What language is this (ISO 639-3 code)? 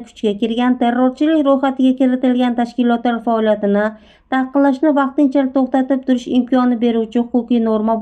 uzb